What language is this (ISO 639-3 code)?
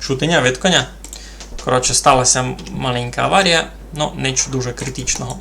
rue